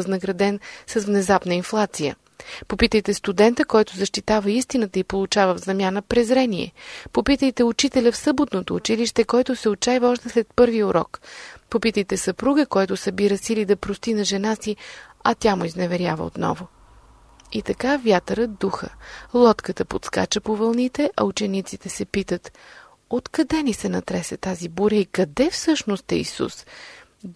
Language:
Bulgarian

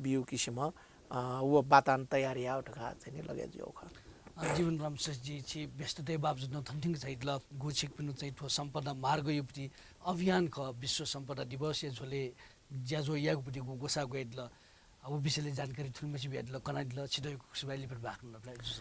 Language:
Newari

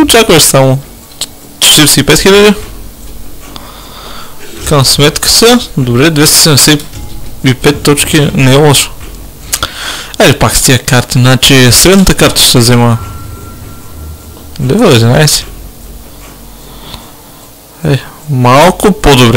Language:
Bulgarian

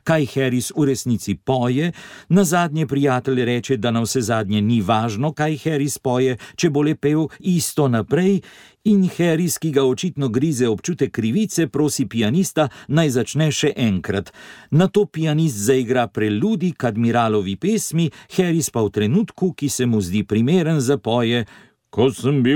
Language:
Slovenian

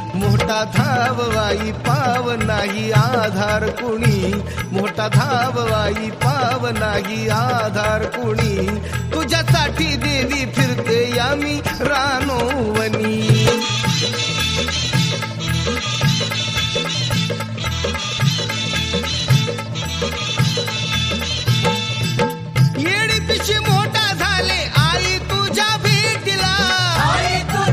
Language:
Marathi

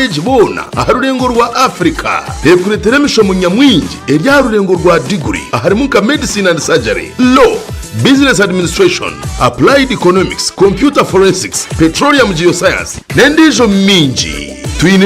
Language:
Nyankole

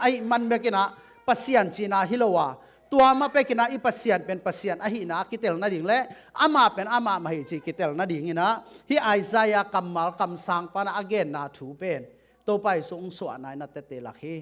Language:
Tedim Chin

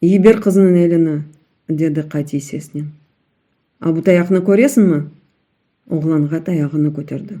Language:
Crimean Tatar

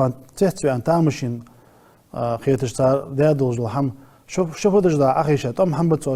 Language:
Ingush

